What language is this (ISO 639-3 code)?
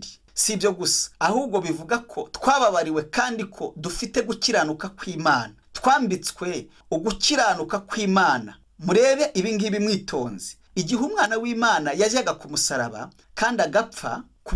kin